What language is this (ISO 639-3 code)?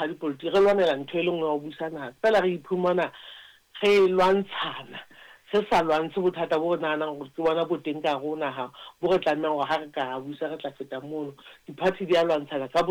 sot